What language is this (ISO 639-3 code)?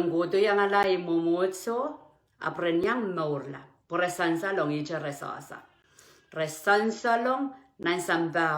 pon